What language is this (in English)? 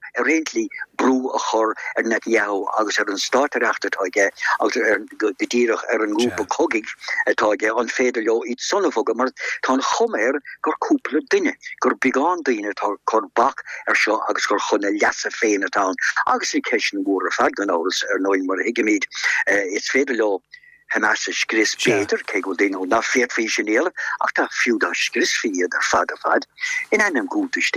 Irish